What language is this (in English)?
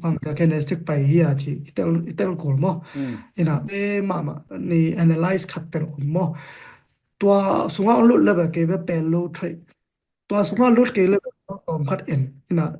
Tedim Chin